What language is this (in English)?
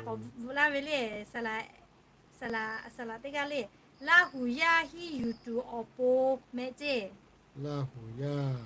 Lahu